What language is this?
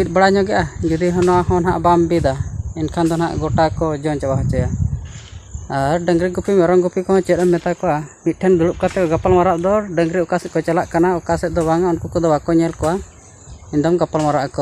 Santali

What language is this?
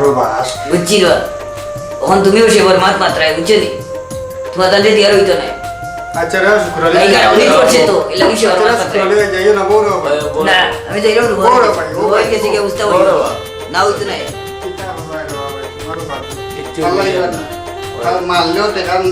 Sylheti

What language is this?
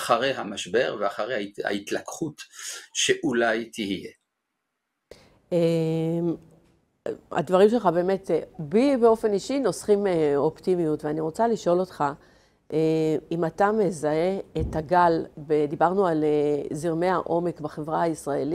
Hebrew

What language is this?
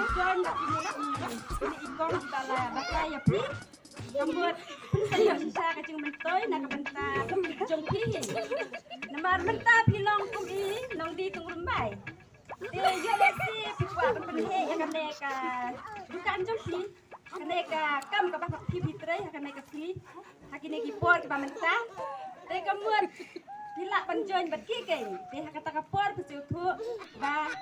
Khasi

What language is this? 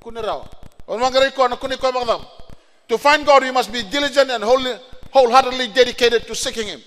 Fijian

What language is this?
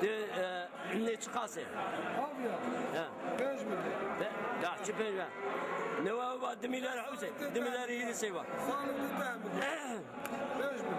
Zaza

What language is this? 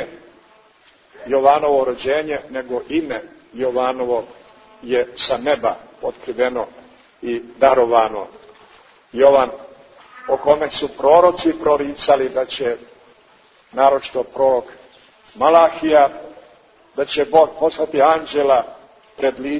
Serbian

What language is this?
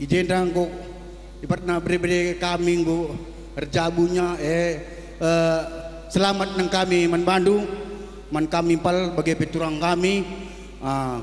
Batak Karo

